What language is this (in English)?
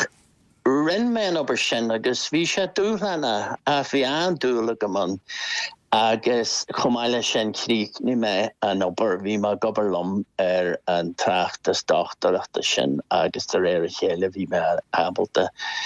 Irish